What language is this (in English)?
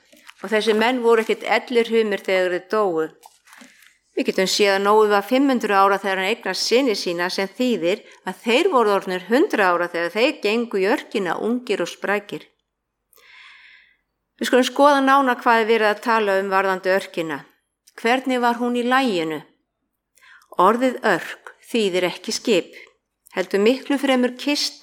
Icelandic